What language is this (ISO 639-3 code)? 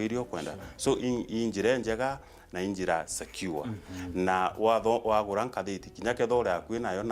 mer